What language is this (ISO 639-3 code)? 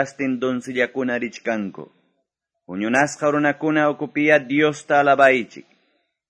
que